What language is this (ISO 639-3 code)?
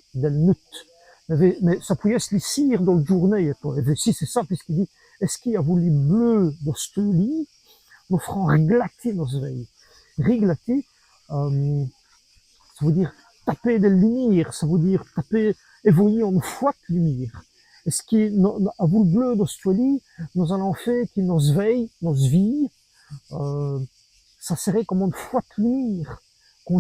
wln